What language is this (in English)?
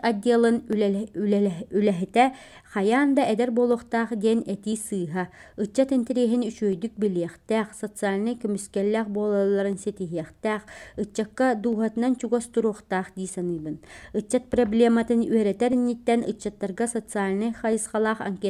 Yakut